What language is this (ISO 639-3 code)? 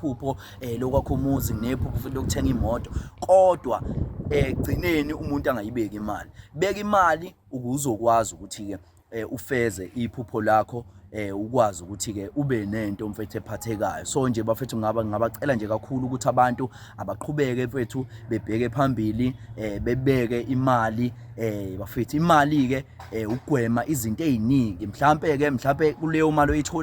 zul